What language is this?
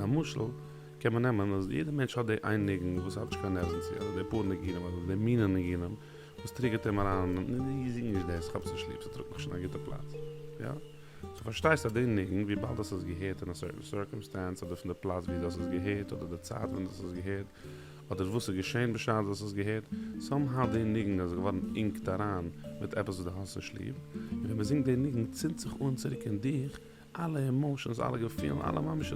Yiddish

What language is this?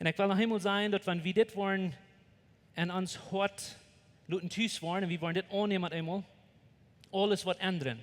Plautdietsch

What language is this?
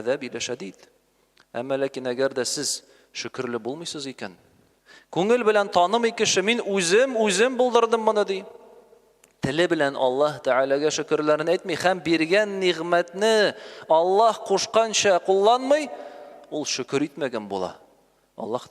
Tatar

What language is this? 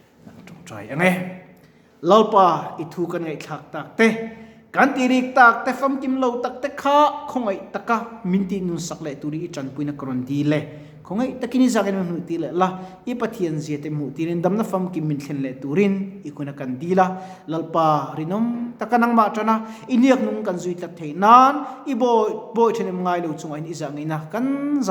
Mizo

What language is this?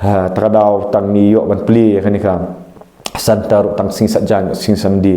Khasi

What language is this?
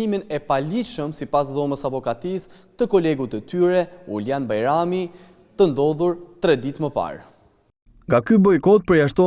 Albanian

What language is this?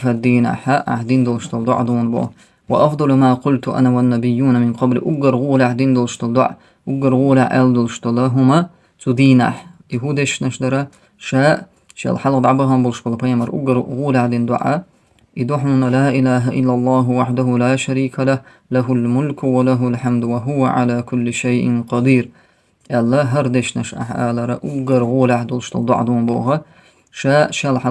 Chechen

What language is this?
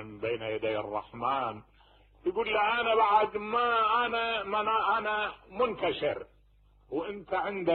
Mesopotamian Arabic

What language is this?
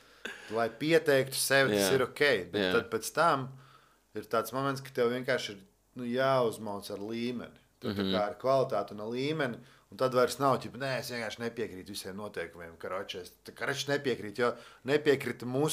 Latvian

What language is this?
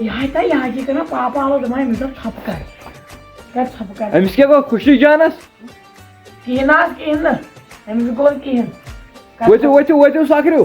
Kashmiri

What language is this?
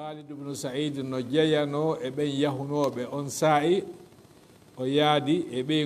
Fula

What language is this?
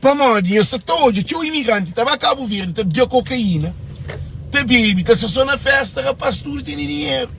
Kabuverdianu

